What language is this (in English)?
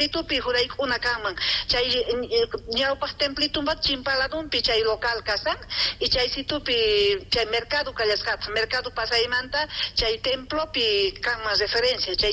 South Bolivian Quechua